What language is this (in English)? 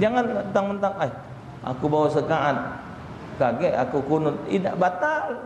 Musi